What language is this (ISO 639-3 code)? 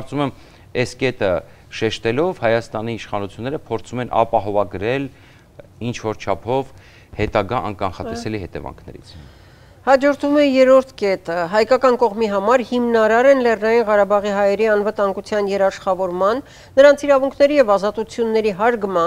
hye